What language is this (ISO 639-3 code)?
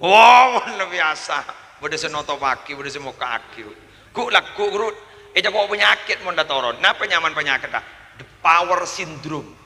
mad